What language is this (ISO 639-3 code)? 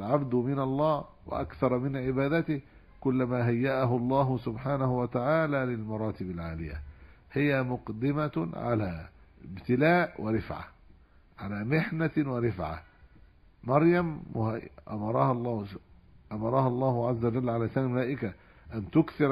ara